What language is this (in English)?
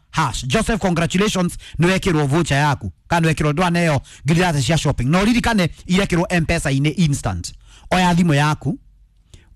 Kikuyu